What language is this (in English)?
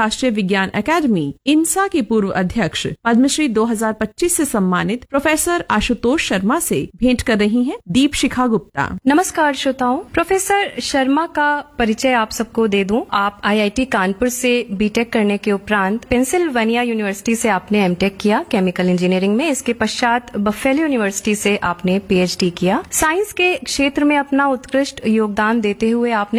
Hindi